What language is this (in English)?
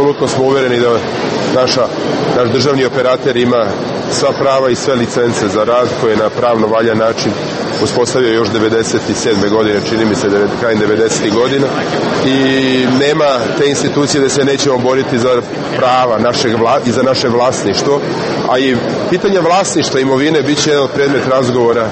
Serbian